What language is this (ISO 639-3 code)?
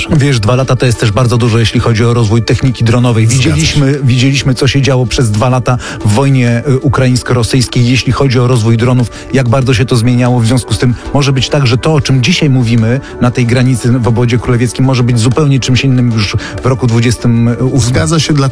pol